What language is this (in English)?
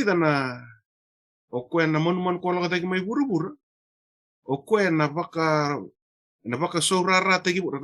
Fijian